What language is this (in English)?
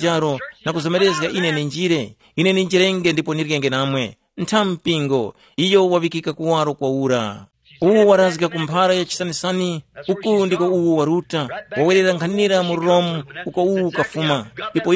Tumbuka